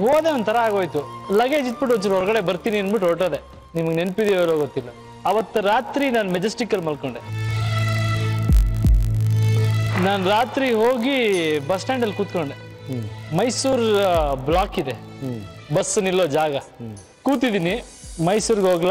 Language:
Kannada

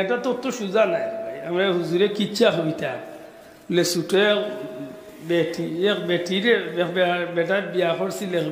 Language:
Sylheti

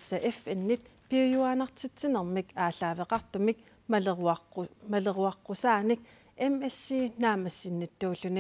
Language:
Kalaallisut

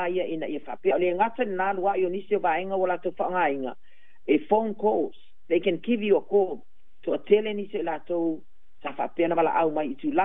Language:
Samoan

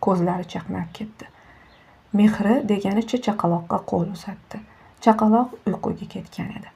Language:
Uzbek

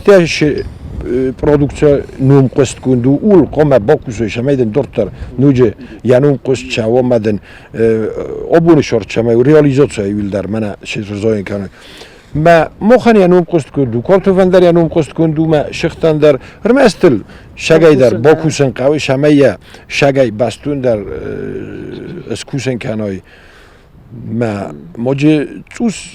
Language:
Ossetic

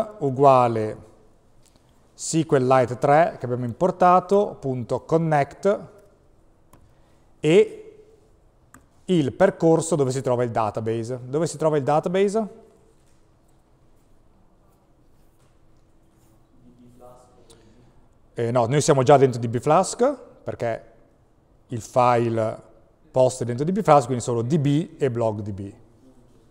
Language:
Italian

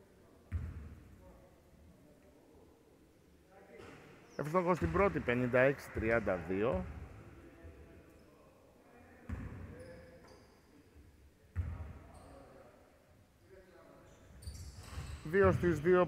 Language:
Greek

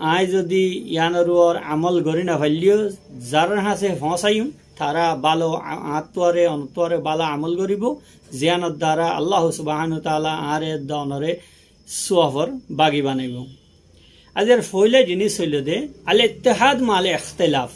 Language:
Rohingya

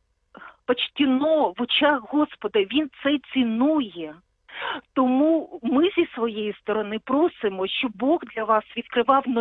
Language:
Ukrainian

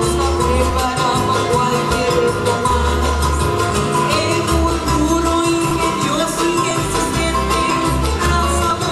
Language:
Papiamento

